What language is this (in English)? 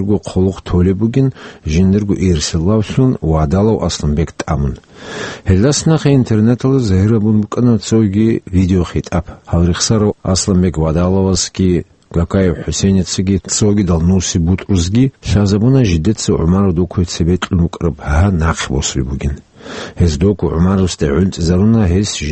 Avaric